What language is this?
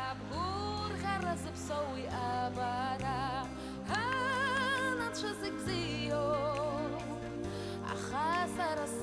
Abkhazian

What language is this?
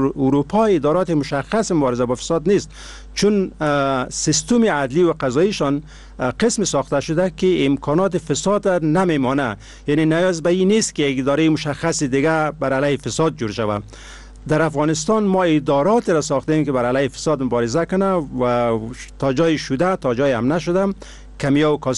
Persian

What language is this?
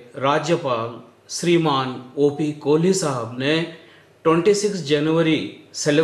Gujarati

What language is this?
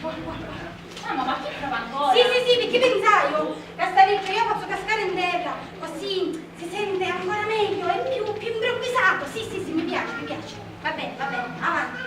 Sicilian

